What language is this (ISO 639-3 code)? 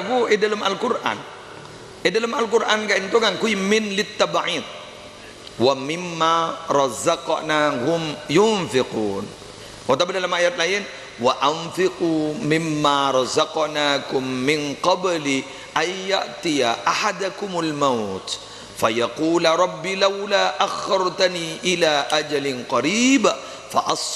mad